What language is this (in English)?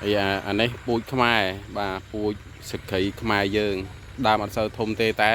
Khmer